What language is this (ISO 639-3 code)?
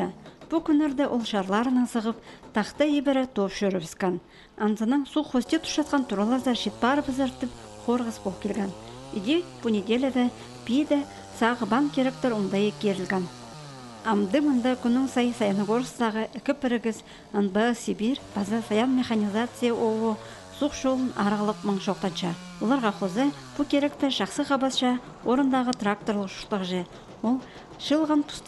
kjh